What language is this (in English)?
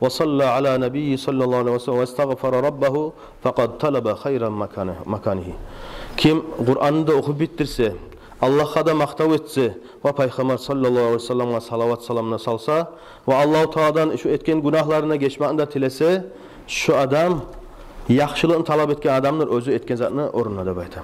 Kumyk